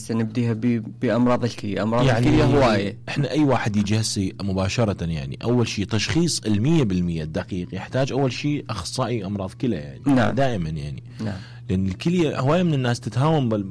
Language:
Mesopotamian Arabic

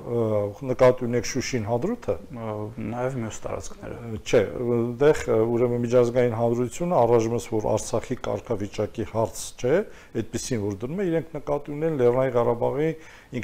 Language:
Armenian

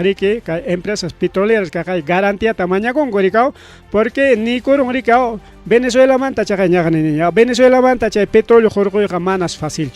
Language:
Ayacucho Quechua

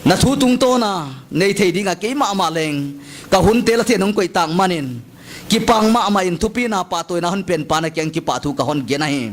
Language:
Paite Chin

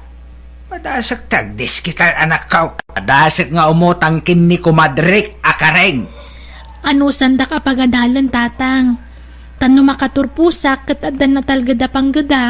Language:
Iloko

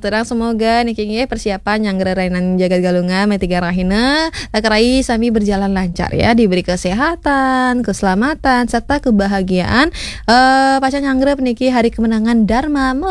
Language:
Balinese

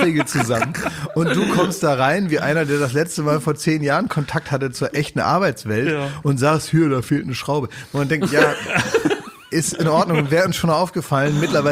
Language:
German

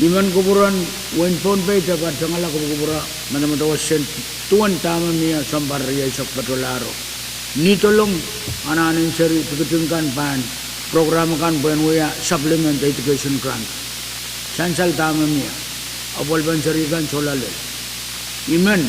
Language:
Pohnpeian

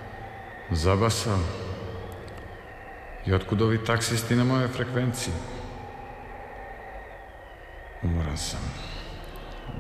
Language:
Serbian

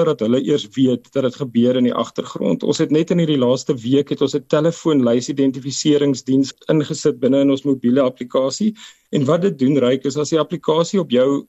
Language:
Afrikaans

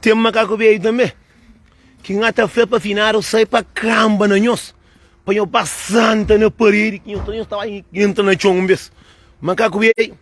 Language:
Kabuverdianu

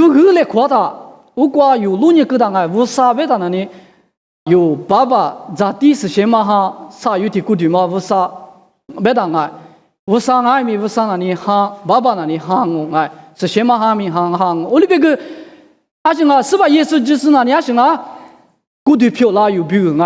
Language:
Lisu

